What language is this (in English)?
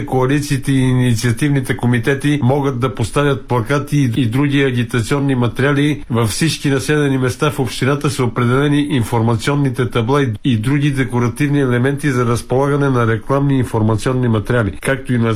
Bulgarian